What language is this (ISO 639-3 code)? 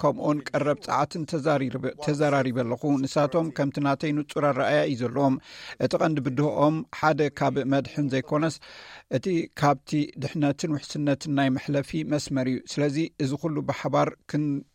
tir